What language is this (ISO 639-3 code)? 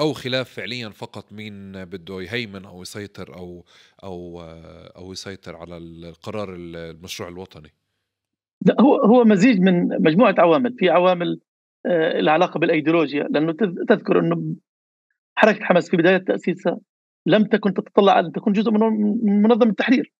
apc